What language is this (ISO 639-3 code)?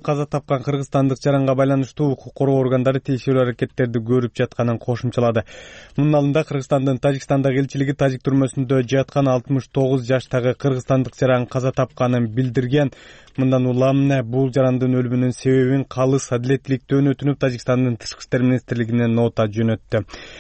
kir